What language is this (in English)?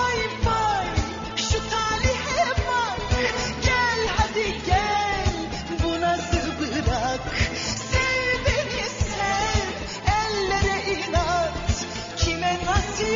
Turkish